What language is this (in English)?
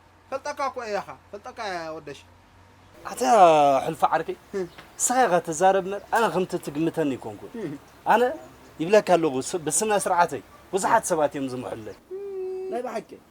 Tigrinya